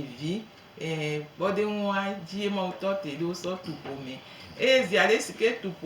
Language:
Gen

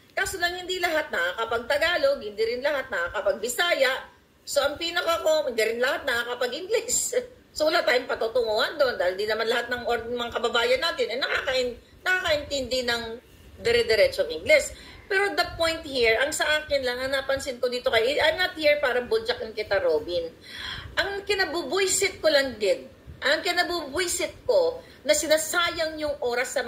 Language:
Filipino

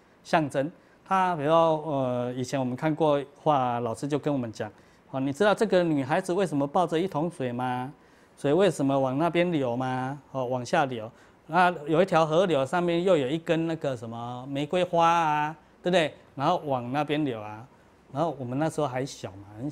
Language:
Chinese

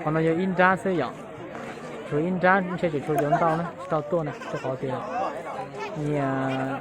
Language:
Hmong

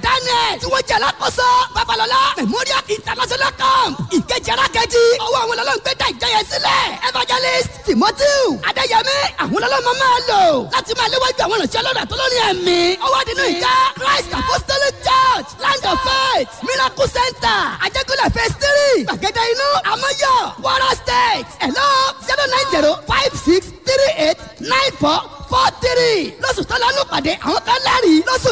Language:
Yoruba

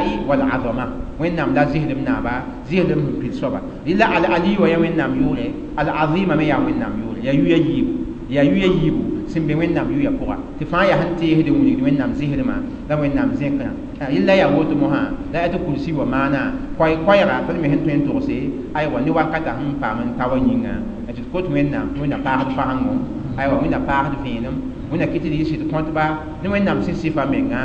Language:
Mossi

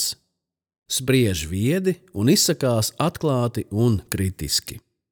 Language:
Latvian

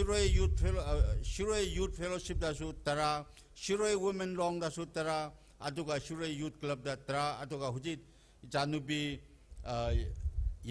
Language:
Tangkhul Naga (India)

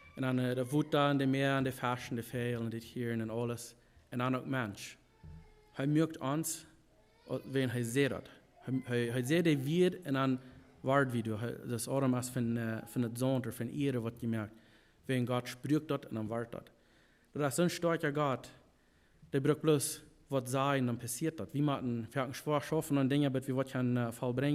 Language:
Plautdietsch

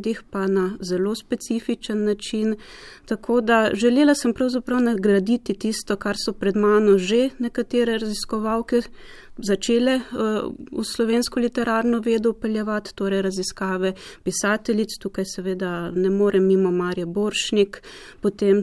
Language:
Slovenian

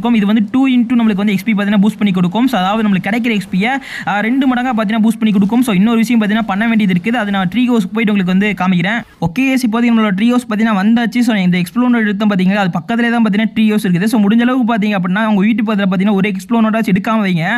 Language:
Tamil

